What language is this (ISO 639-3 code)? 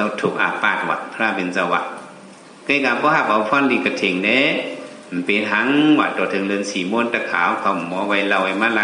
shn